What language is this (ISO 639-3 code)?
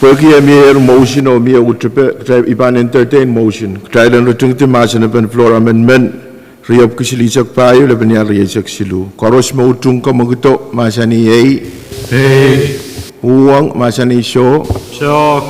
pon